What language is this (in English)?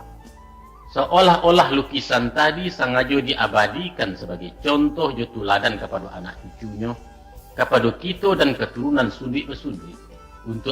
Minangkabau